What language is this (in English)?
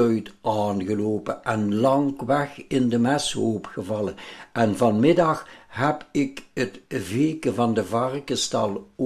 Limburgish